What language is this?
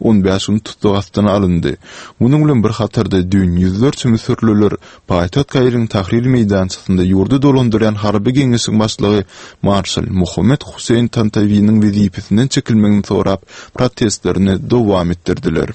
Turkmen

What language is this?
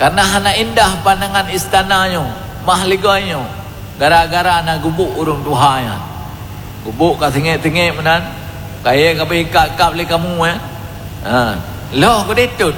Achinese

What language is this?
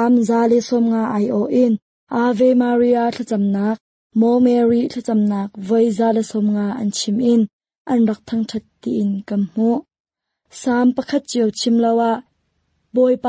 Hakha Chin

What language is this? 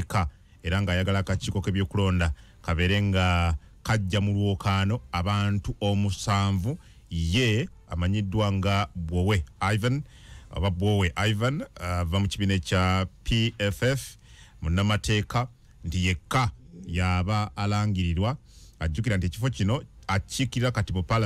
Ganda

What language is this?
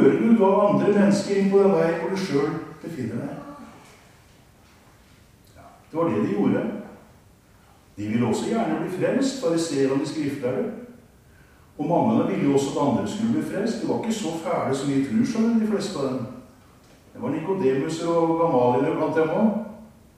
Norwegian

